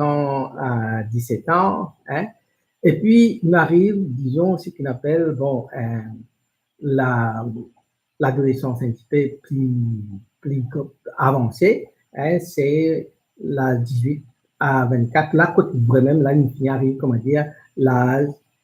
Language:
Morisyen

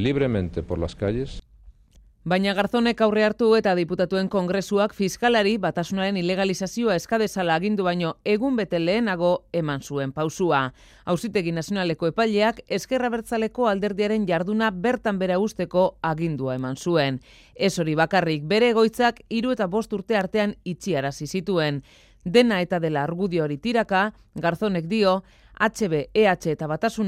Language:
Basque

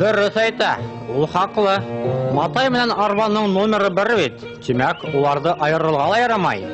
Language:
Bashkir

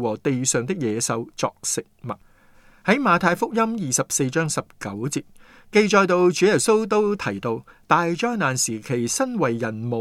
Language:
Cantonese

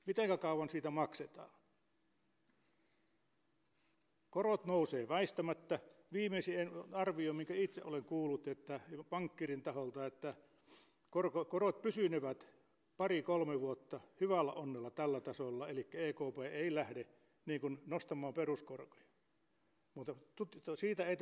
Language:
Finnish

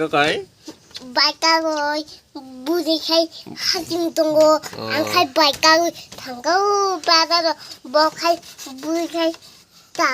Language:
Kok Borok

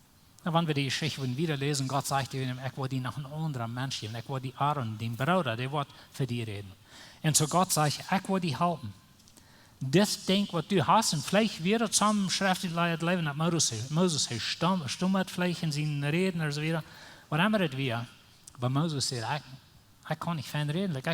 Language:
Plautdietsch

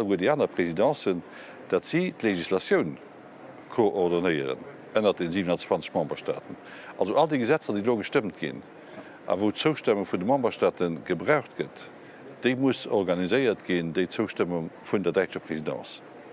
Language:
Luxembourgish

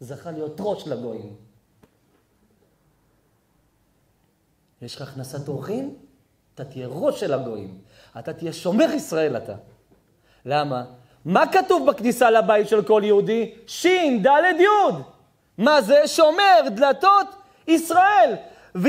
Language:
Hebrew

